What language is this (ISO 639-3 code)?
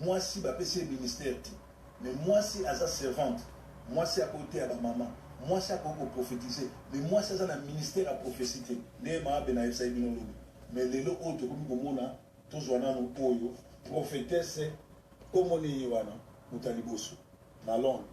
lin